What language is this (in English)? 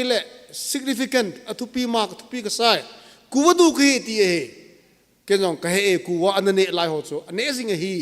Thado Chin